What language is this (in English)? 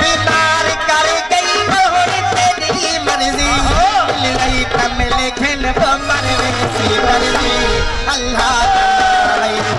Saraiki